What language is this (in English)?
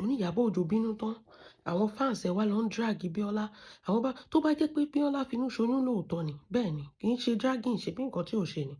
Yoruba